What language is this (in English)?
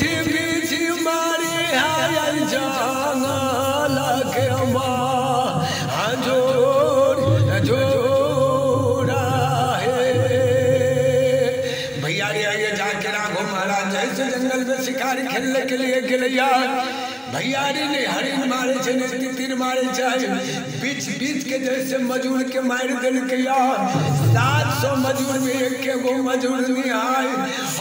Bhojpuri